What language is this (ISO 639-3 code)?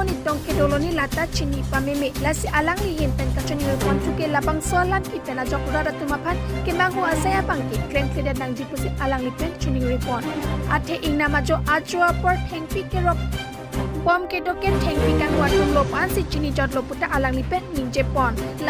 mjw